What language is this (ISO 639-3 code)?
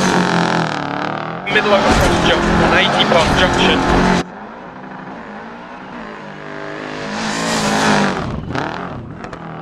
eng